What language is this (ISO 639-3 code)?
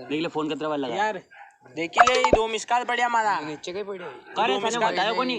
raj